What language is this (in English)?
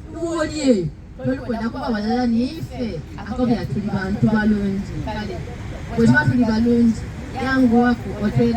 Soga